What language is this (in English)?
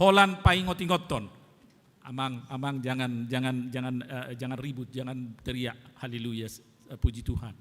Batak Toba